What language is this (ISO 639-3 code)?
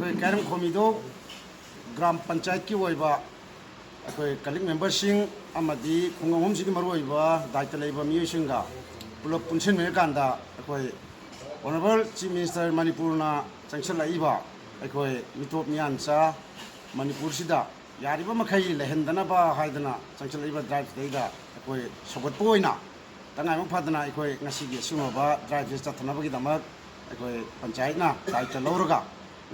mni